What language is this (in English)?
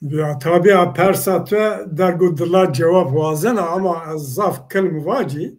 Zaza